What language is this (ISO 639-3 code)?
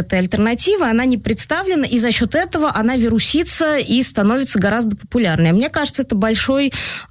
rus